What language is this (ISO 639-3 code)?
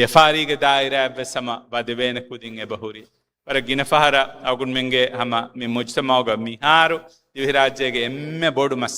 div